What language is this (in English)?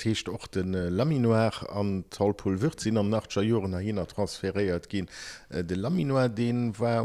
Luxembourgish